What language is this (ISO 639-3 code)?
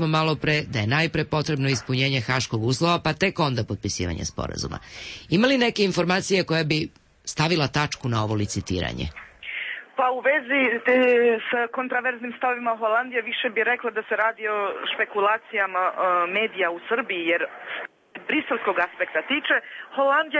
srp